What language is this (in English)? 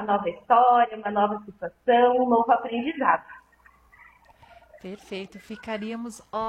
Portuguese